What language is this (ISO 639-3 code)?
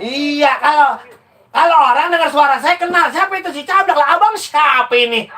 bew